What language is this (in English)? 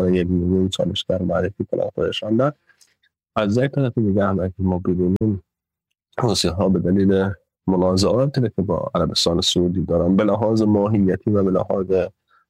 Persian